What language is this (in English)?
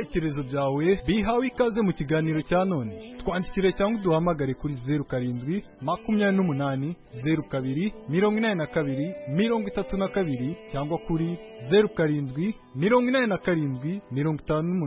Kinyarwanda